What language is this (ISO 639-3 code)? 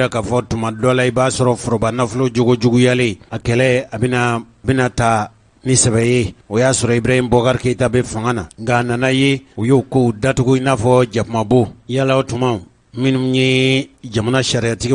bam